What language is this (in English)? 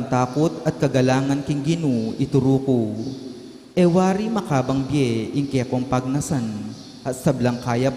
Pampanga